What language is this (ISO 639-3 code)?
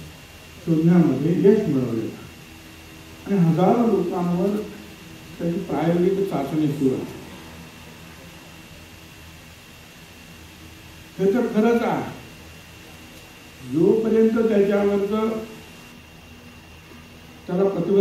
mar